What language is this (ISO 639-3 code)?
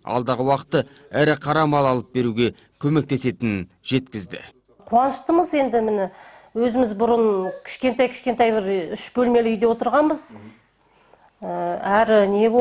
kaz